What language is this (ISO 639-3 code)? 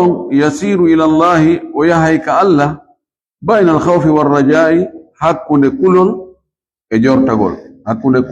ful